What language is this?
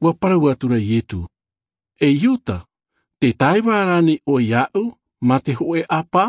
Tahitian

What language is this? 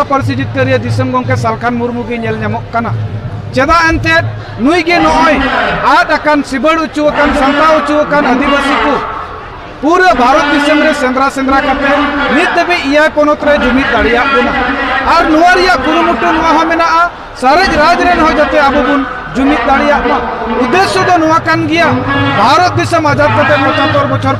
Santali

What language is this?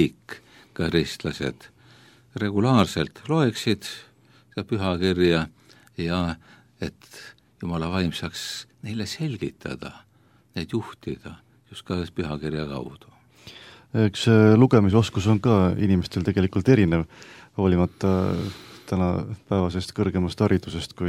Estonian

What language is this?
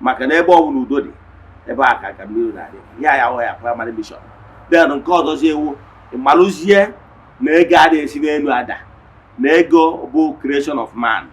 Igbo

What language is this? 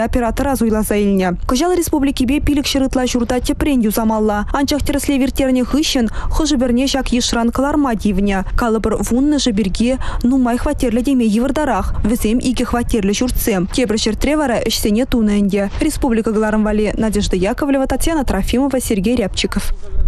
Chuvash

